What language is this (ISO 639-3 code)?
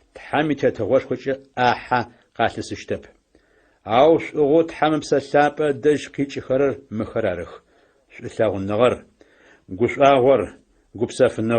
ady